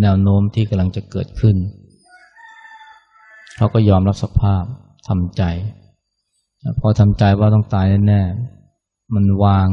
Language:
Thai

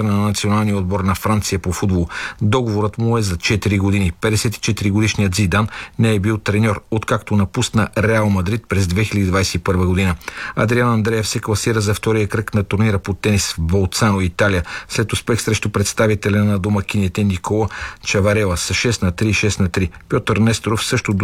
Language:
Bulgarian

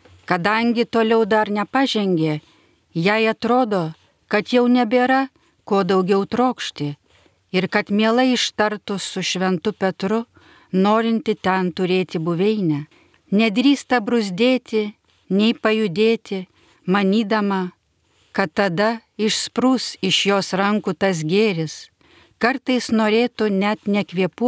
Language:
Lithuanian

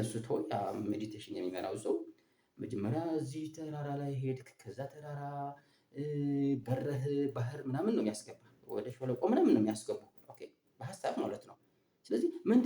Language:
Amharic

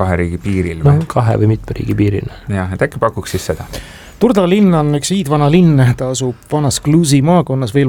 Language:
Estonian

